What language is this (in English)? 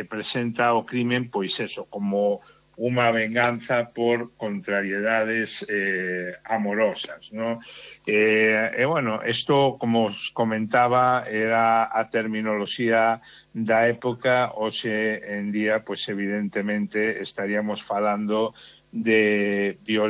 Galician